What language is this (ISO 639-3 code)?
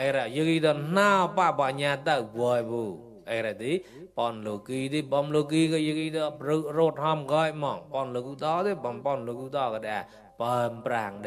mnw